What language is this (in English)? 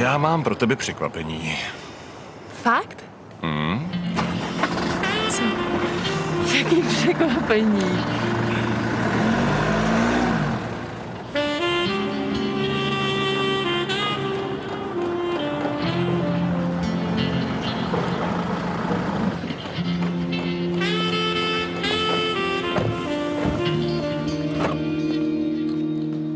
Czech